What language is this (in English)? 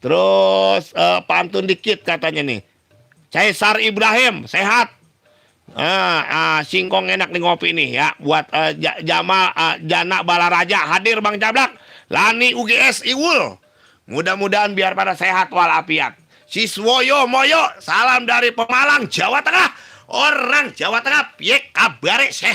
Betawi